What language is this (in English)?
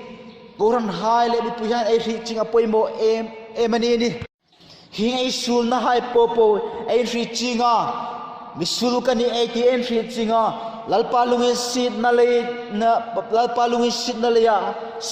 Hmar